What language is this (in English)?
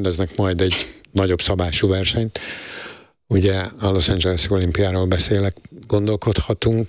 Hungarian